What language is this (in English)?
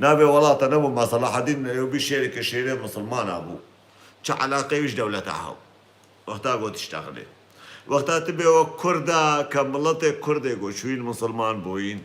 Kurdish